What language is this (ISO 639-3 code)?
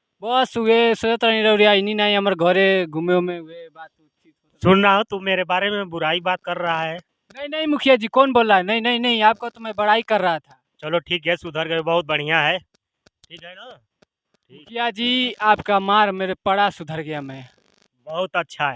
bho